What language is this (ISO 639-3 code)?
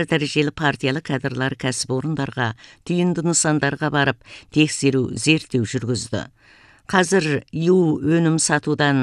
kaz